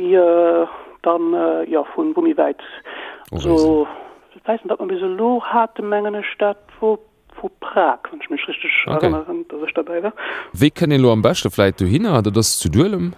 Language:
Luxembourgish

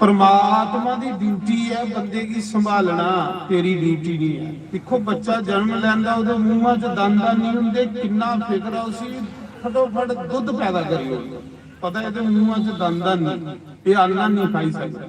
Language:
Dogri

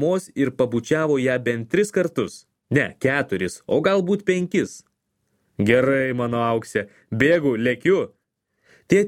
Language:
Lithuanian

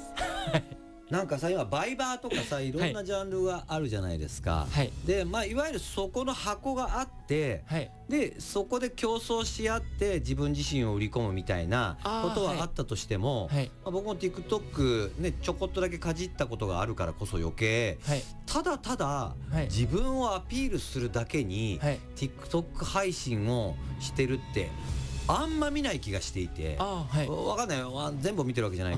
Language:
Japanese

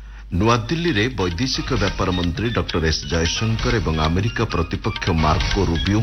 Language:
Odia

